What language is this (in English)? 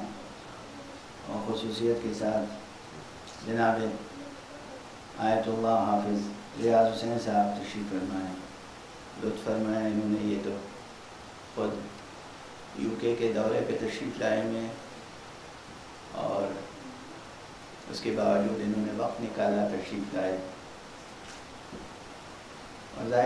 Urdu